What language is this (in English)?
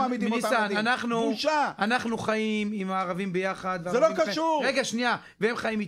Hebrew